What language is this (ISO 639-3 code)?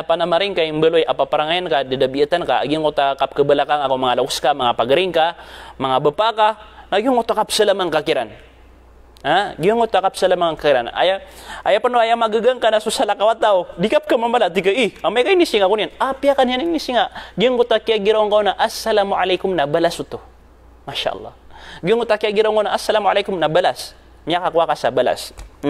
mrw